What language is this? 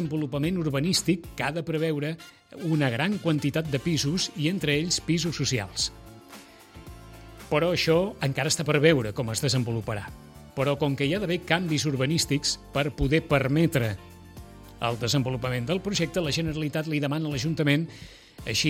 Catalan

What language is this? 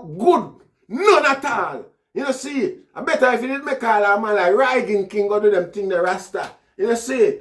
Jamaican Creole English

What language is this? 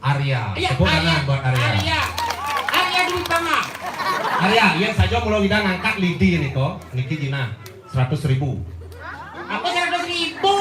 Balinese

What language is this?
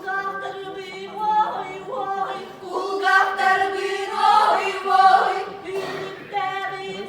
Yakut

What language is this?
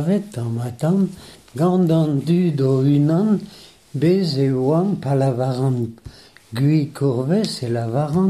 Breton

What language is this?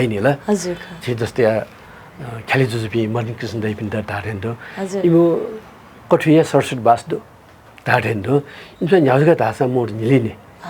Newari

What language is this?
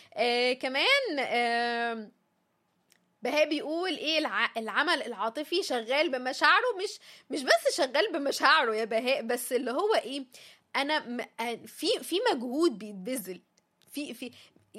Egyptian Arabic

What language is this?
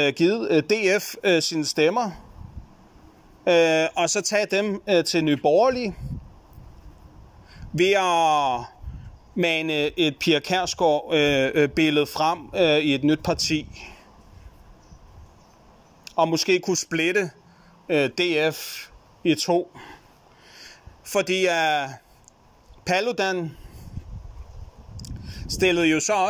Danish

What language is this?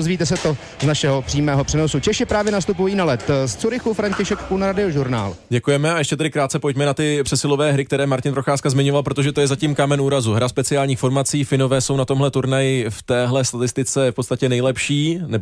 Czech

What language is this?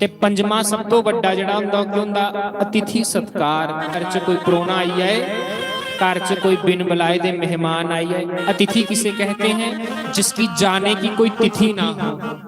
Dogri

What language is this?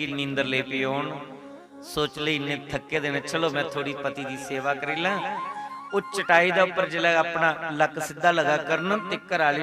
Dogri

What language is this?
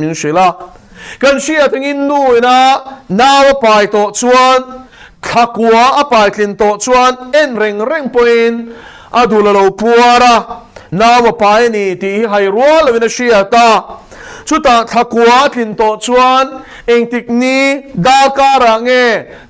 Mizo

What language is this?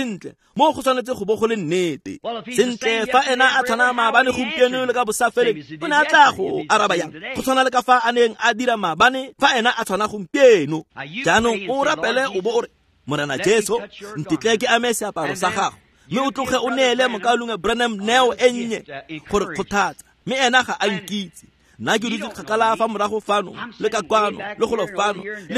Tswana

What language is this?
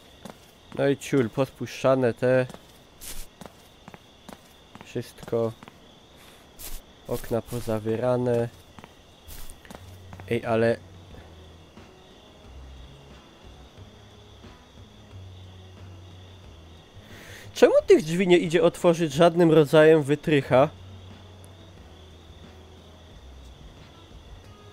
Polish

